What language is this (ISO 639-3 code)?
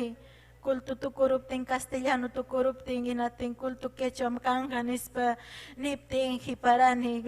quy